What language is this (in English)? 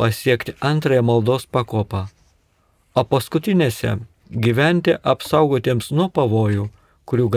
Lithuanian